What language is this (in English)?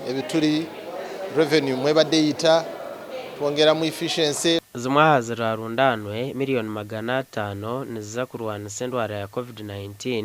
Nyankole